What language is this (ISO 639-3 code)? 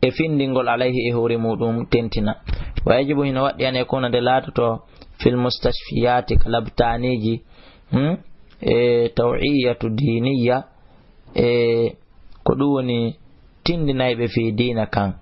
ful